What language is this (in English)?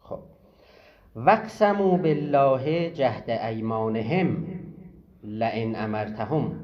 South Azerbaijani